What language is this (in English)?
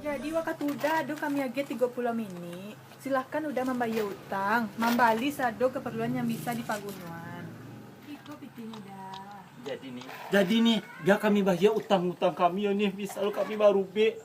Minangkabau